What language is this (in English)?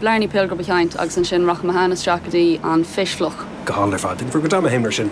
Irish